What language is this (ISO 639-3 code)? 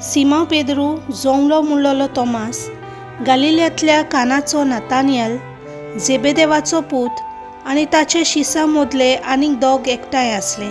kok